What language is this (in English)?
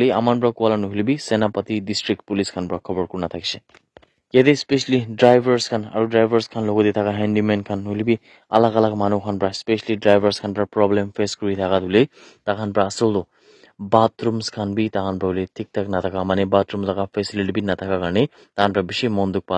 Naga Pidgin